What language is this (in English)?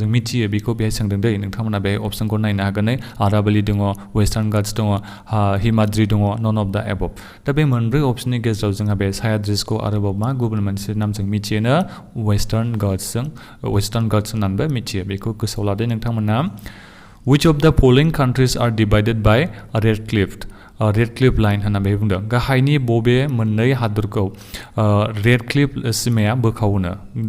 Bodo